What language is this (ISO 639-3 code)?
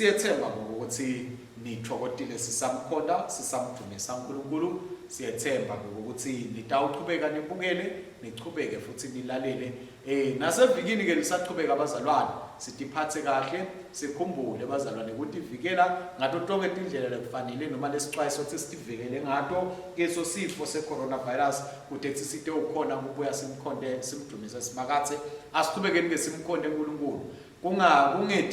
ssw